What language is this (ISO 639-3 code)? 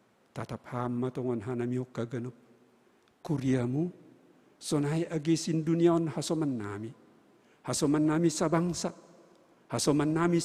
bts